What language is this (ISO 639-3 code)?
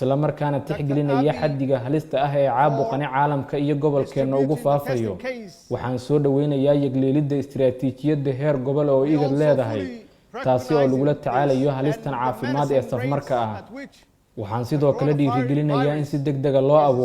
som